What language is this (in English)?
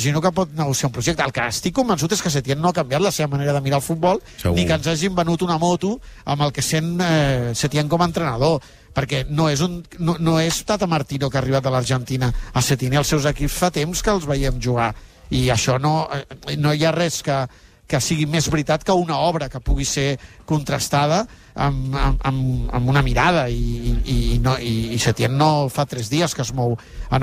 Catalan